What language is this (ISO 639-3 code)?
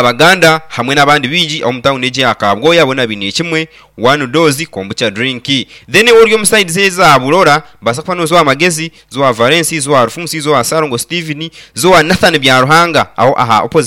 nyn